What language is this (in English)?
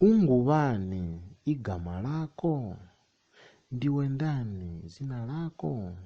Nyanja